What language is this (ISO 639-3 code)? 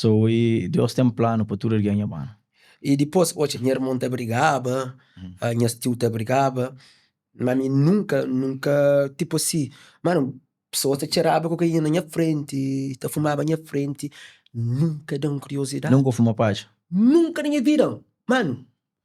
kea